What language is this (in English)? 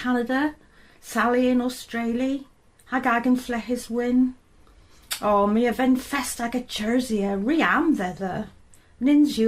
Cornish